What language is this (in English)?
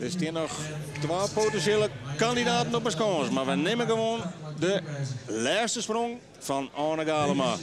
Western Frisian